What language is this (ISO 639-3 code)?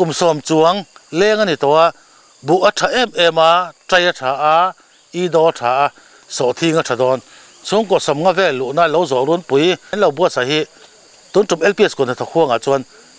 lus